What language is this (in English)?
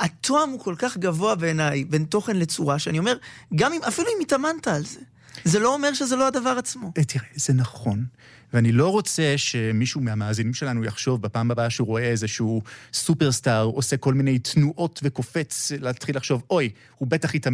Hebrew